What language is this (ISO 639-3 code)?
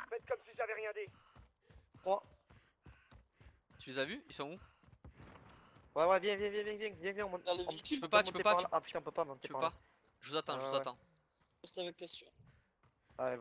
fra